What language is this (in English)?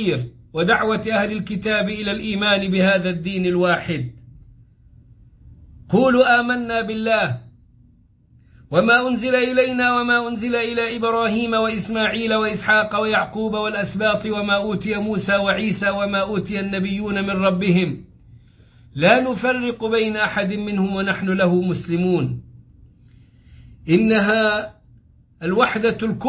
Arabic